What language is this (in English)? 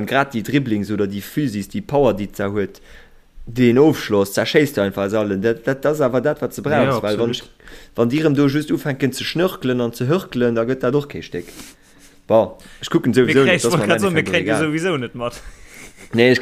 Luxembourgish